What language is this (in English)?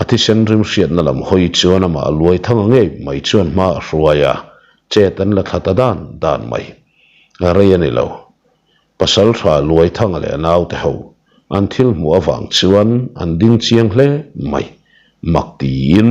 Mizo